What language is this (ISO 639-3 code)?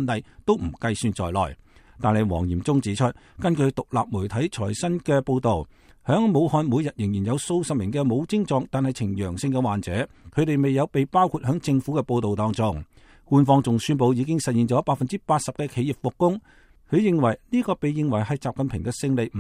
yue